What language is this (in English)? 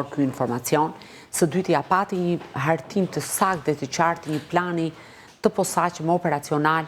Albanian